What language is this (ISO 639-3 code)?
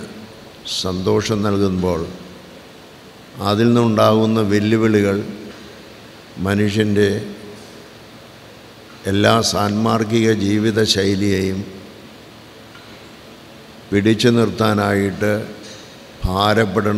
mal